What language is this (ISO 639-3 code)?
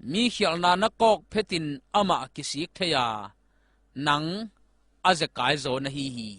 ctd